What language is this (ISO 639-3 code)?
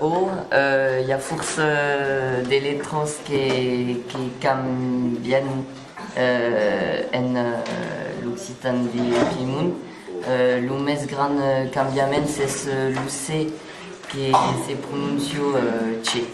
oci